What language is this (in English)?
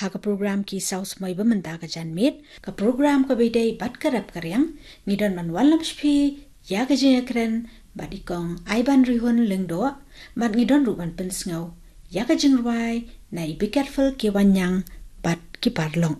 Khasi